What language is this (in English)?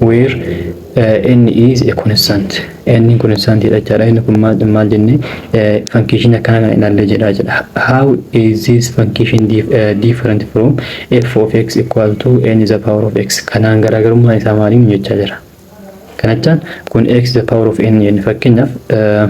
Oromo